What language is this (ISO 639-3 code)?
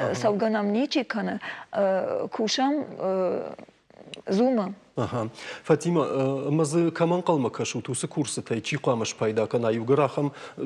oss